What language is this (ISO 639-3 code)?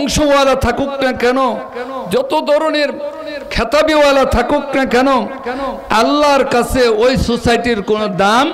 ben